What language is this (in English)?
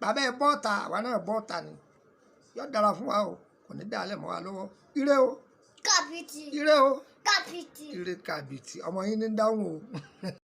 Yoruba